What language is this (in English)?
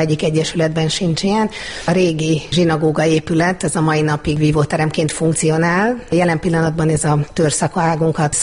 Hungarian